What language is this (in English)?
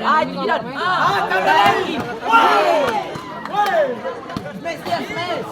Ambonese Malay